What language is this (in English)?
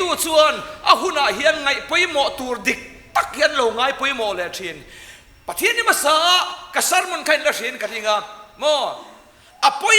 Mizo